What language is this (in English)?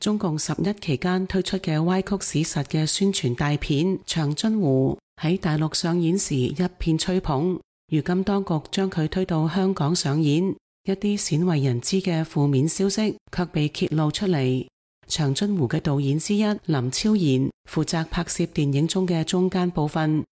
Cantonese